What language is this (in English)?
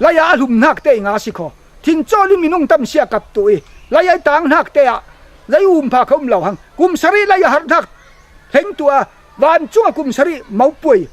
Falam Chin